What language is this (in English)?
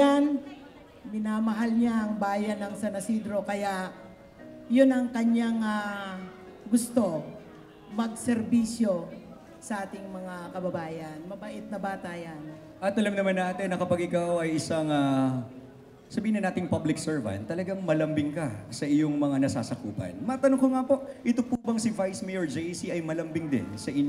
Filipino